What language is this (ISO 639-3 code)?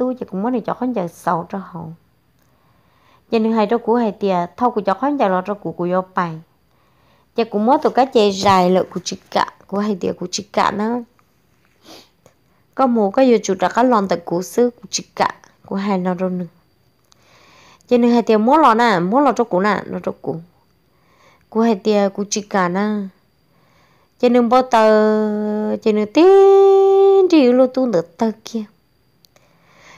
vie